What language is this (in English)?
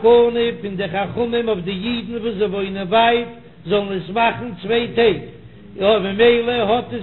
Yiddish